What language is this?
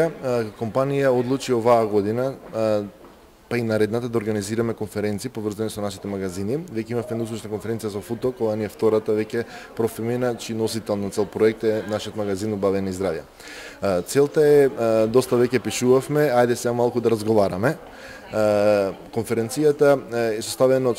Macedonian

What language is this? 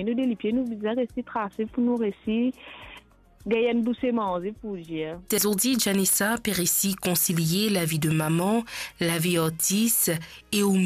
Morisyen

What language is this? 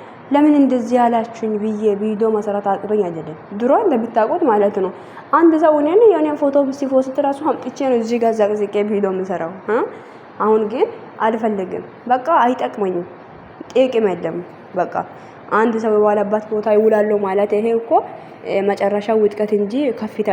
Amharic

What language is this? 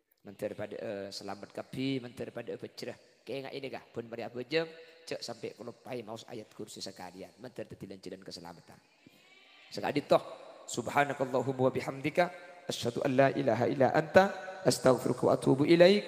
Madurese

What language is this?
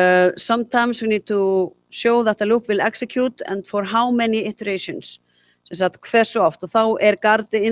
Icelandic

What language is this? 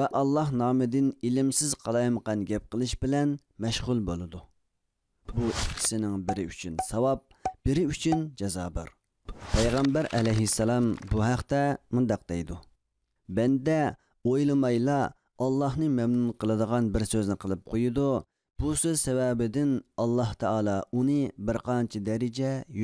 Uyghur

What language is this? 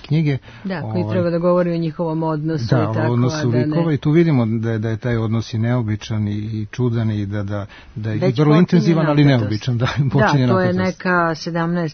Serbian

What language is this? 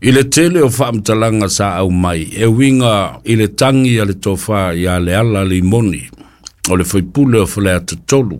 Samoan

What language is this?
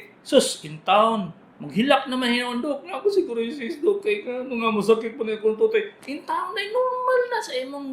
Cebuano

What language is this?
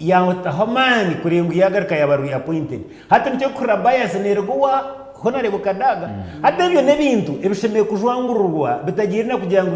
Nyankole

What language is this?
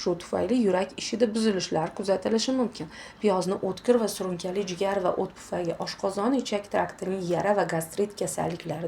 Uzbek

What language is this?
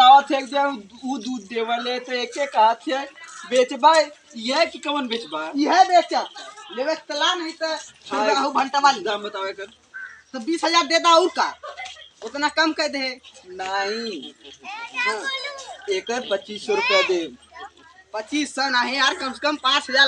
Awadhi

